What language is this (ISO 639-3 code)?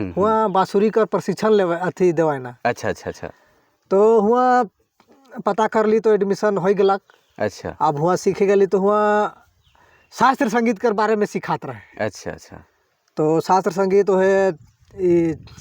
sck